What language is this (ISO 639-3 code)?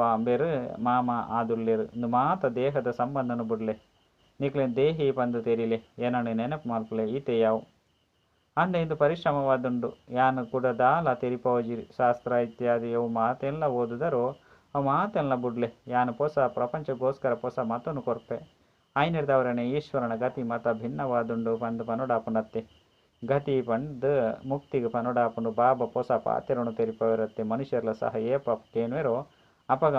tcy